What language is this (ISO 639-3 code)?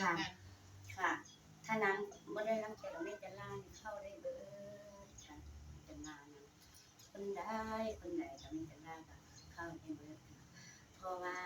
tts